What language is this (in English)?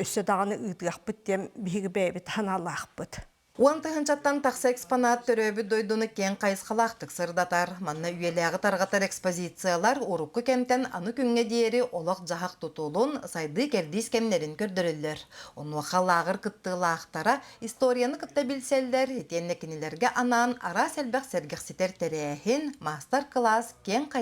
Yakut